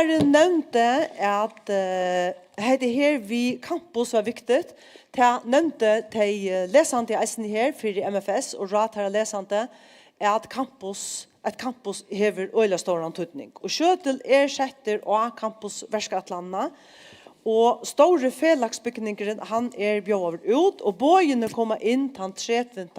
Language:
Faroese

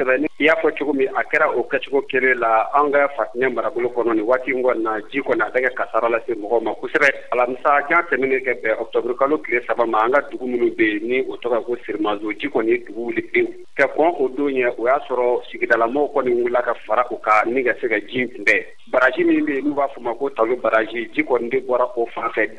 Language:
Bambara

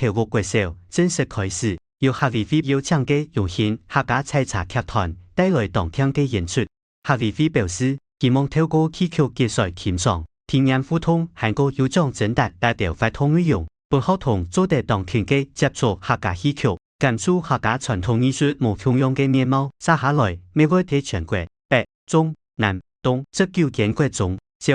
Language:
Hakka Chinese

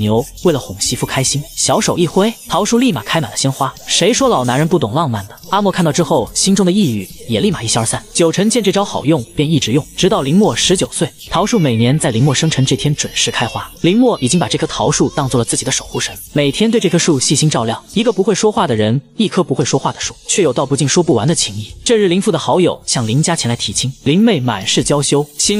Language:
Chinese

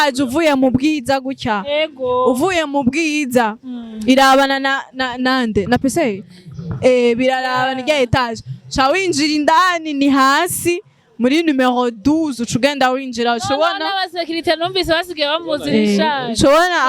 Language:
Rundi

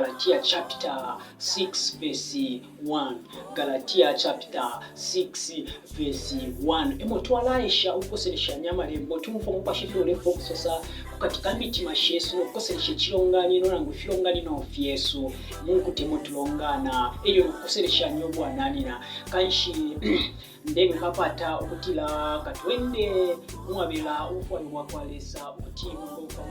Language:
Bemba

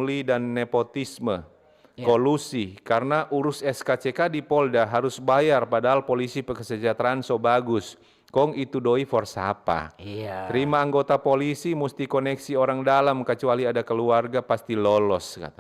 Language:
Manado Malay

